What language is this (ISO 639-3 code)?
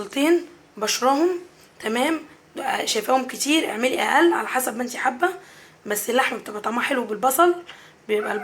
arz